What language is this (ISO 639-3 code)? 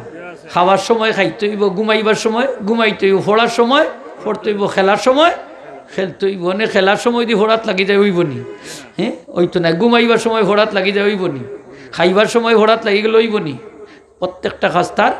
syl